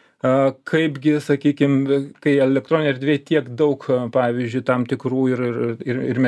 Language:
Lithuanian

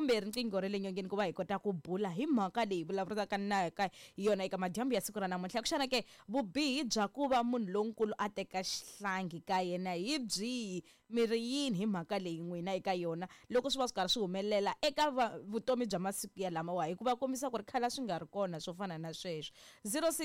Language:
Tsonga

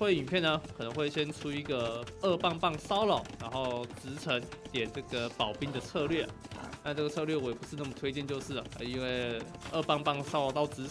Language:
Chinese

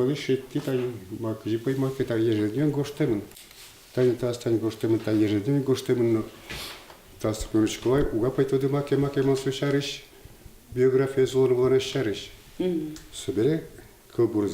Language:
Udmurt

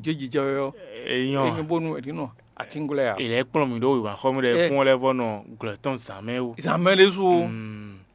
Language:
Fon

